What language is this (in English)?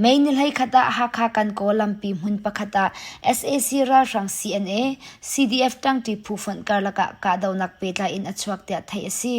Hakha Chin